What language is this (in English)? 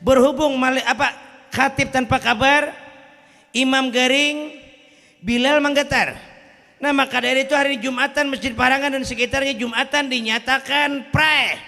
Banjar